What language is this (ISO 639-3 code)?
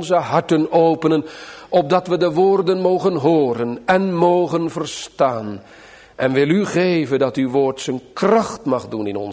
nld